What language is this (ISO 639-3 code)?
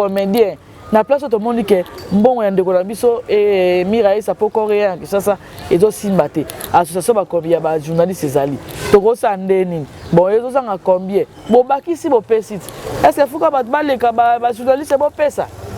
lin